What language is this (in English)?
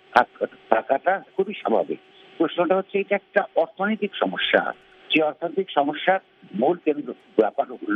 Bangla